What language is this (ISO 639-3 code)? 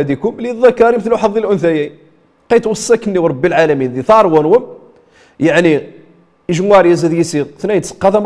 rif